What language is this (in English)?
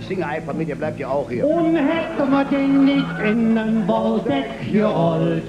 Colognian